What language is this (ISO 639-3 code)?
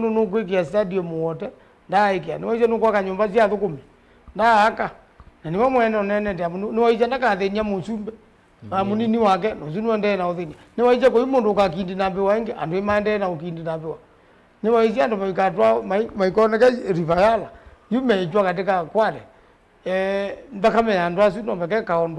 kam